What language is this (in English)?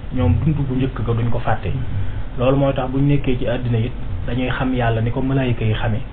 Wolof